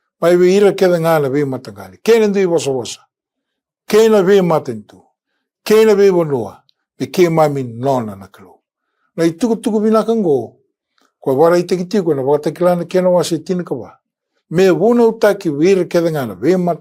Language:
Fijian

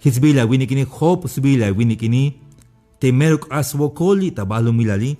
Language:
Tzeltal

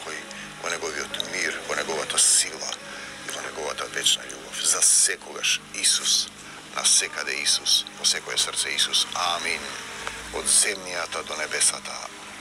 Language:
Macedonian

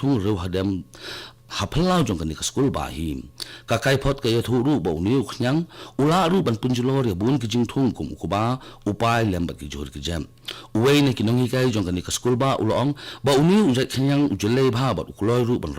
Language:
Khasi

